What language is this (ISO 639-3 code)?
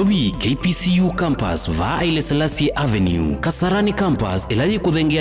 kam